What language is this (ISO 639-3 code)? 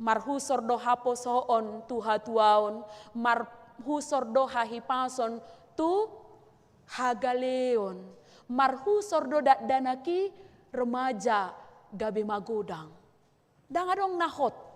bbc